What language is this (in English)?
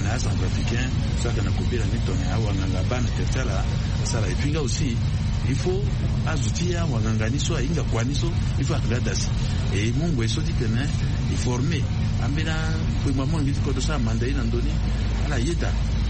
Sango